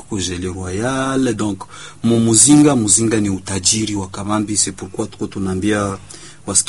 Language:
Swahili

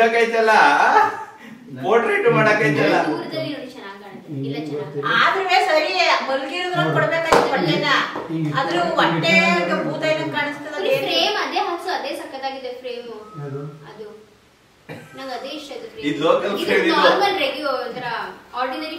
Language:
Kannada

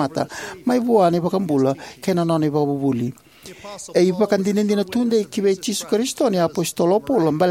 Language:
Fijian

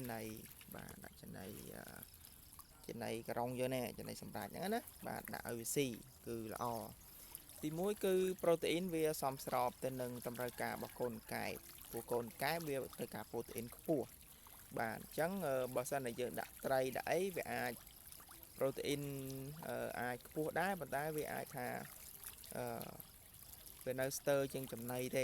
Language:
Khmer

